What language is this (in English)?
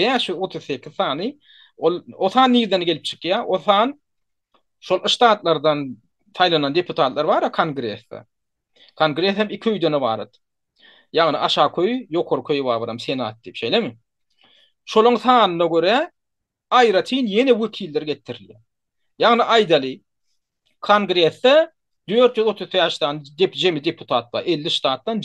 Turkmen